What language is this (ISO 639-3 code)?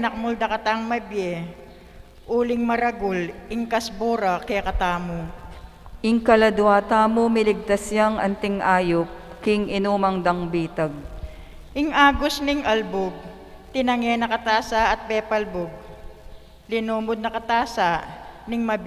pam